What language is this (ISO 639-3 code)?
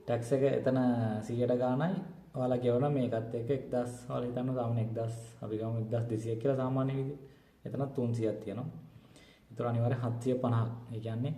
sin